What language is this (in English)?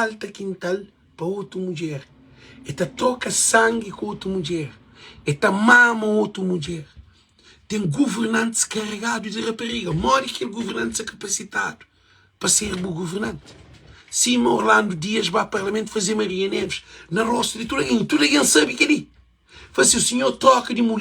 Kabuverdianu